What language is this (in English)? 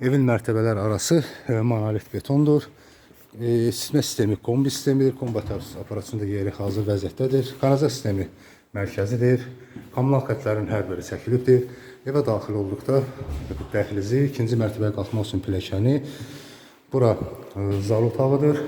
Azerbaijani